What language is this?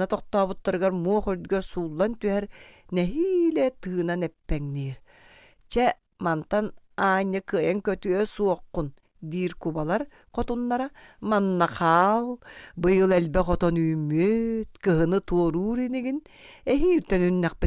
Yakut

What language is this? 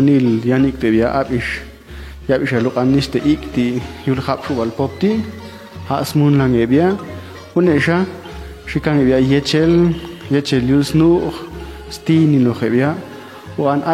Popti'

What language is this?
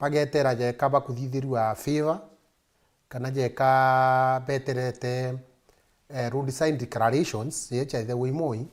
Meru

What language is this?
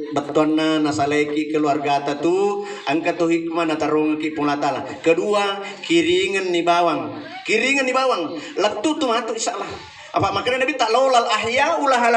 Buginese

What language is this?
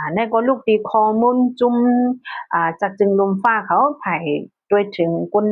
Shan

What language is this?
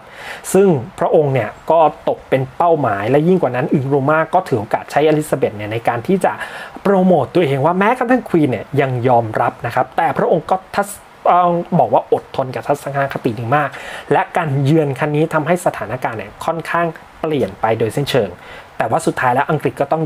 Thai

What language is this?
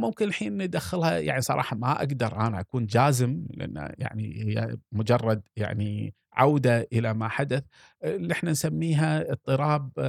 Gulf Arabic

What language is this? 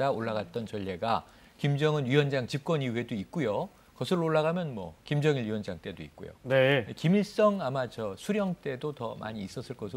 Korean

